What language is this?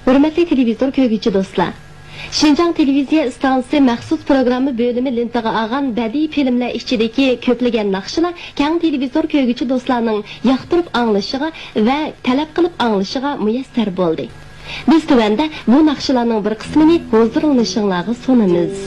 Uyghur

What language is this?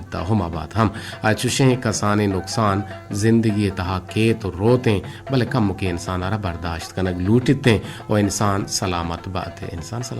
Eastern Balochi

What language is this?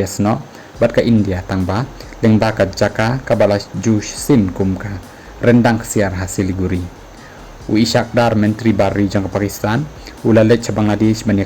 Khasi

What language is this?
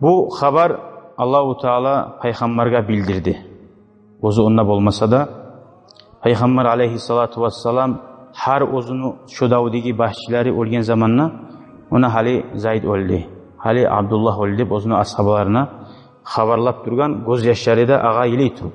Kumyk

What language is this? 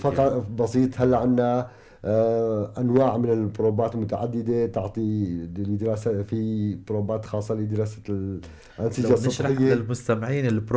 North Levantine Arabic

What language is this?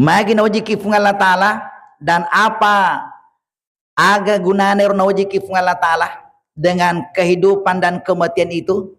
Buginese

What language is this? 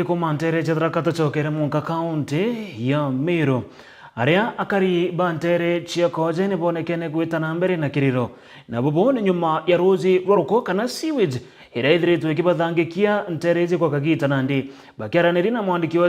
Meru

